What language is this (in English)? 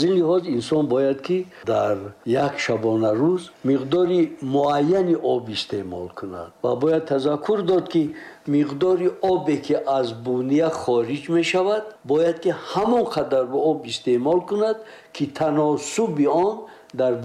Tajik